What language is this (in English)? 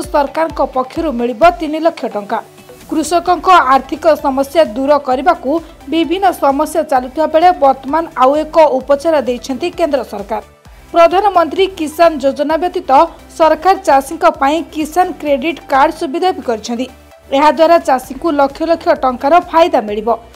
Odia